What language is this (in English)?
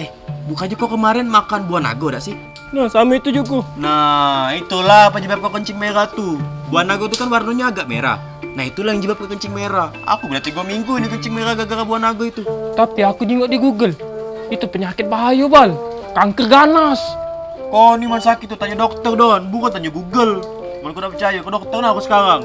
Musi